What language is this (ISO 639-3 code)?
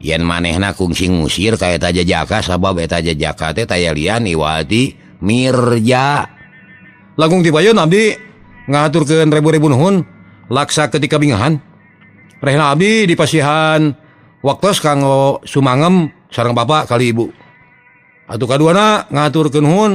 sun